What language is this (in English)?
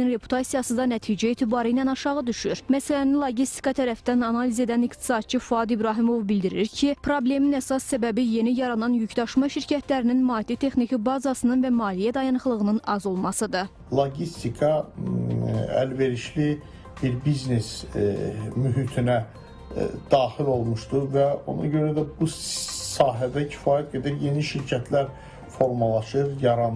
Azerbaijani